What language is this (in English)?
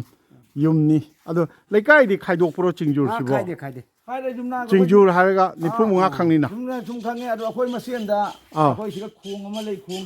Manipuri